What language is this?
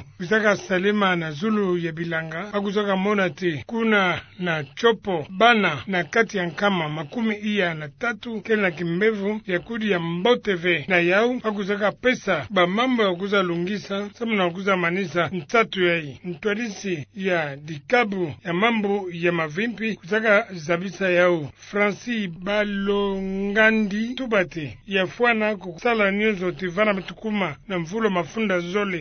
Kituba (Democratic Republic of Congo)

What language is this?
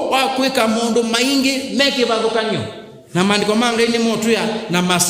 Kamba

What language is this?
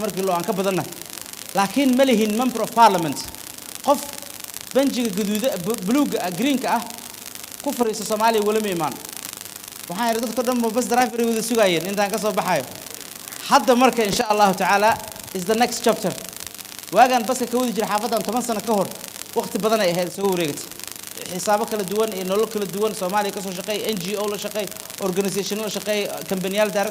Somali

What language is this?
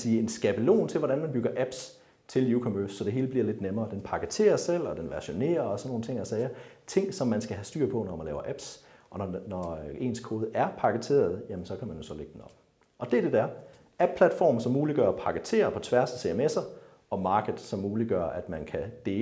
Danish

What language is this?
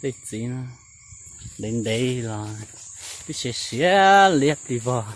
Hmong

